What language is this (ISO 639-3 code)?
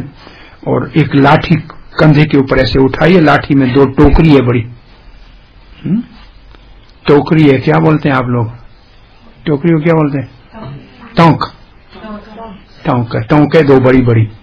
hin